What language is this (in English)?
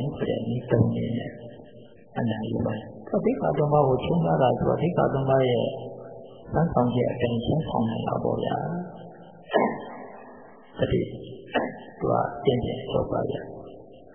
Burmese